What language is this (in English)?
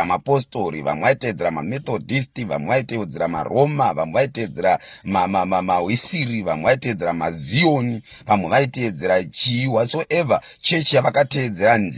Shona